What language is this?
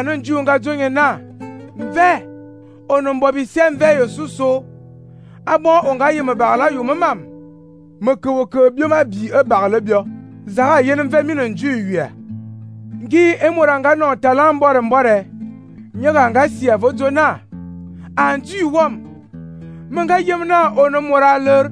Fang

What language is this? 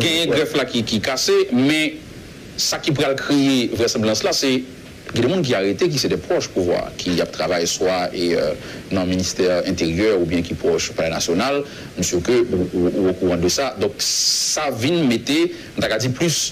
Haitian Creole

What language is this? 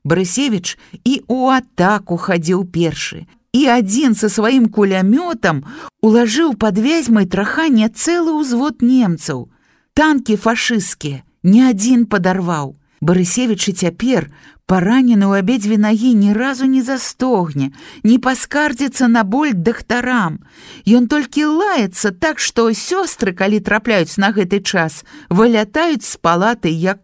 Belarusian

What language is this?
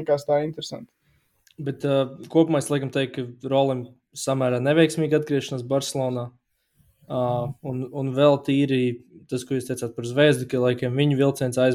Latvian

